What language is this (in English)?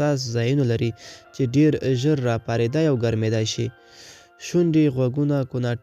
Pashto